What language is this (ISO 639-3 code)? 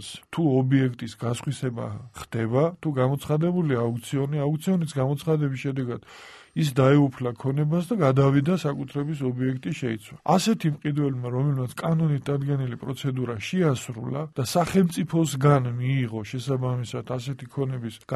kat